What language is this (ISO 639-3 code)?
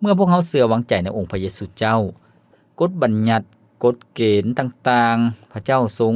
lao